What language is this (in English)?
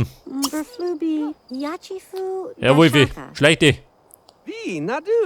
Bavarian